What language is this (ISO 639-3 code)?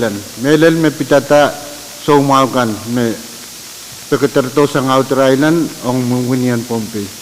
pon